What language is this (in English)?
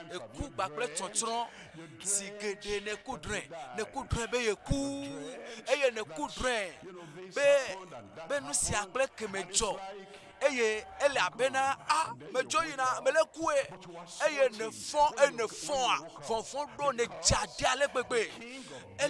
Ewe